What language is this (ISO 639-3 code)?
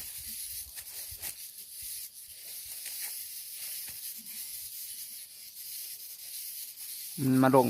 lao